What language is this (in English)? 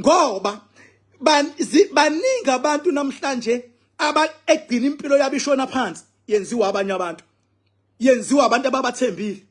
Zulu